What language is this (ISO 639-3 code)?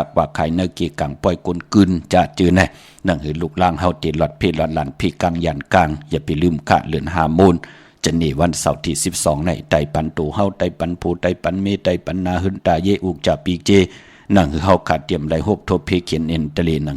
shn